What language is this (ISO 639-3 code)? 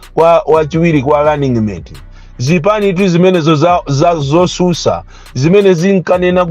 nya